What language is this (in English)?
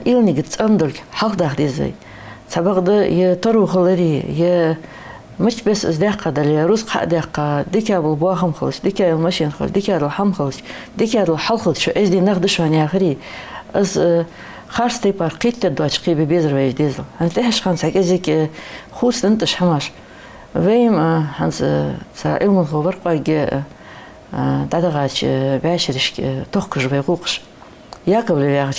Ingush